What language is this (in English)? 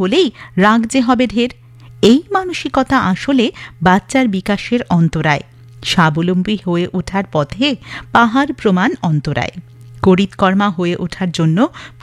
Bangla